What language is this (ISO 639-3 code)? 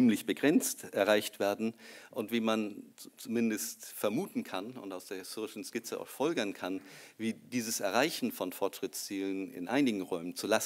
deu